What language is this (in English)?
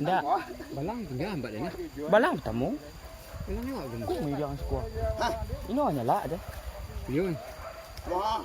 Minangkabau